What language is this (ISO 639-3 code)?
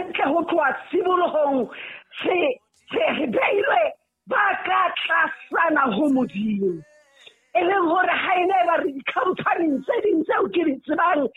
sot